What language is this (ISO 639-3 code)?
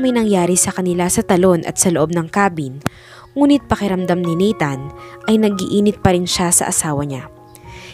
fil